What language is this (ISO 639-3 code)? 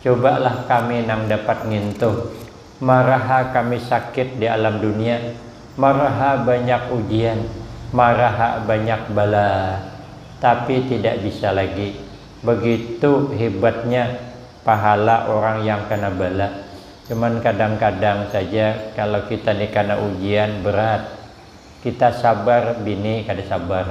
bjn